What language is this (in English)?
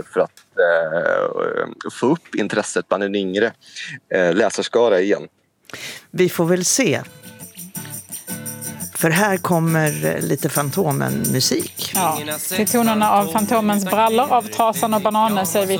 Swedish